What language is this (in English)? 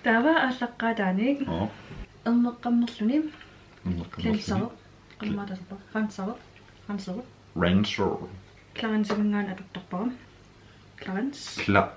Kalaallisut